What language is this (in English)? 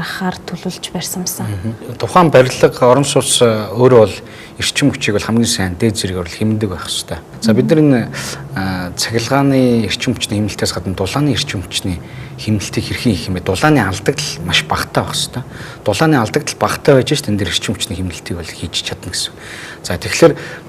Mongolian